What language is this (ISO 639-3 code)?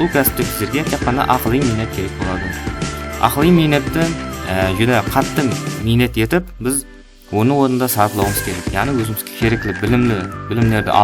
kaa